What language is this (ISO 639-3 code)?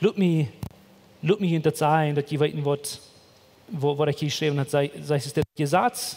pdt